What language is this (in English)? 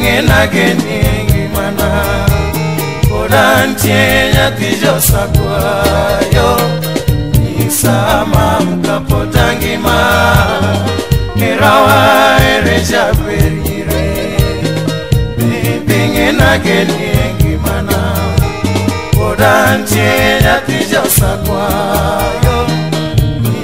Luo (Kenya and Tanzania)